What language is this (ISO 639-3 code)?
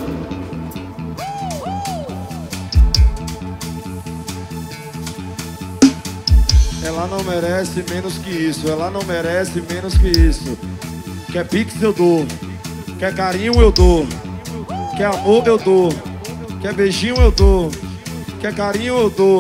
por